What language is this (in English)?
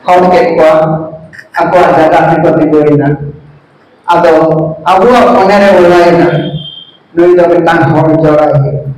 Santali